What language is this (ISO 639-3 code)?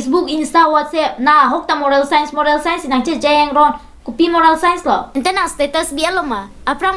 mjw